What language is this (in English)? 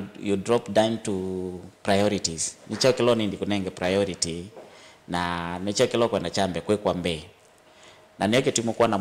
Kamba